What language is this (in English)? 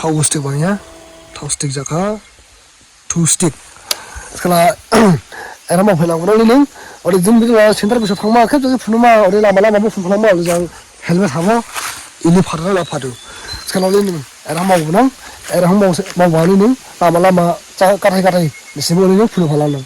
Dimasa